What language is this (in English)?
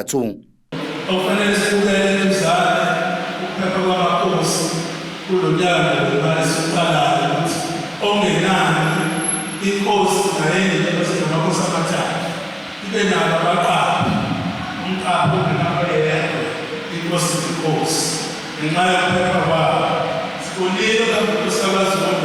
Zulu